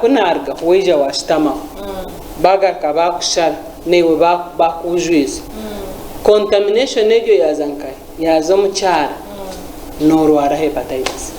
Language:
Nyankole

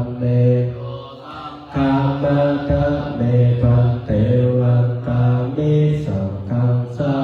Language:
Pali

